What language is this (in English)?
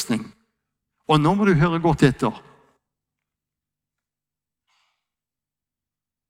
Norwegian